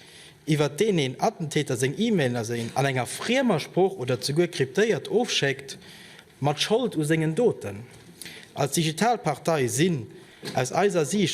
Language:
Luxembourgish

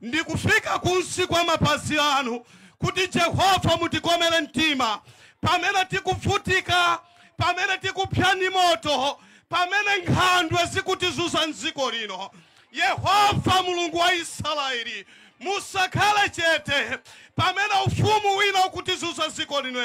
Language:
Nyanja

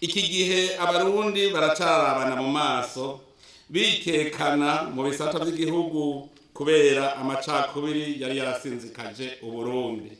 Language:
Rundi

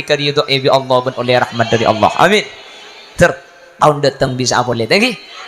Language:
Madurese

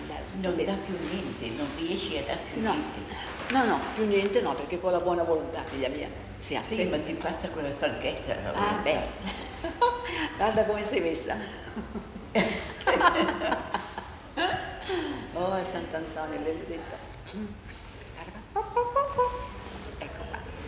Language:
Italian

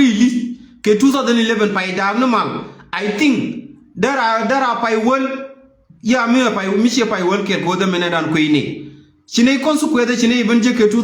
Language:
Nuer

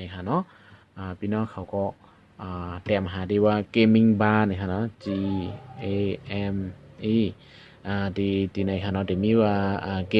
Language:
Shan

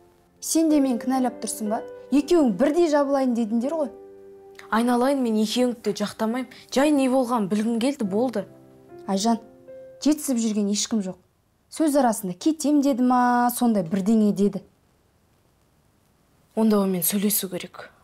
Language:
Kazakh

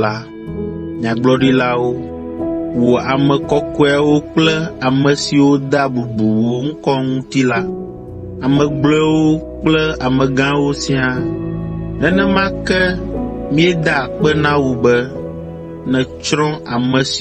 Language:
Ewe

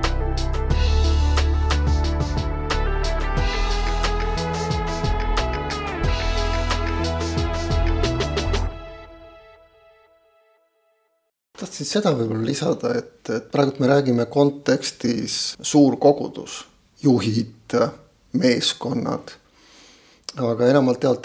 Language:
Estonian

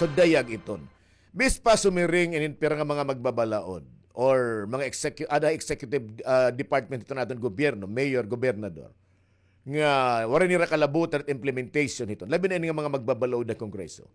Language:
Waray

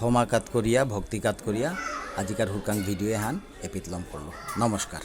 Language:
Bishnupriya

